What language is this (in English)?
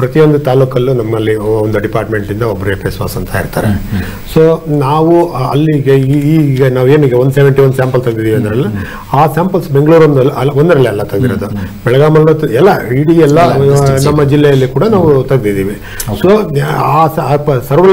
Kannada